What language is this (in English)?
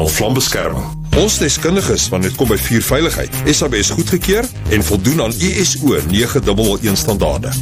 Afrikaans